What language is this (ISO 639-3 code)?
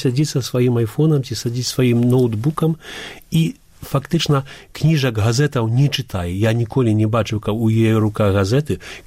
bel